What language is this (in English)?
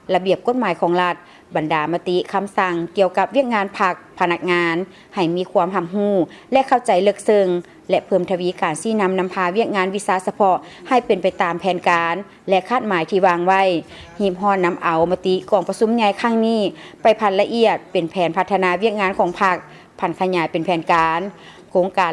Lao